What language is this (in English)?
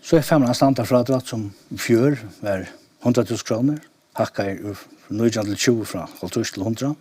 Faroese